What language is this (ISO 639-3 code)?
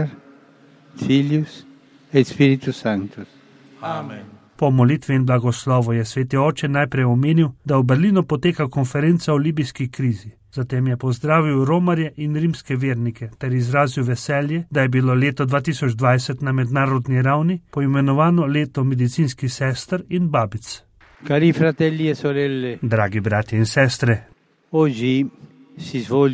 slv